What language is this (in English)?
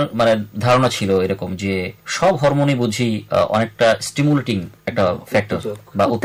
Bangla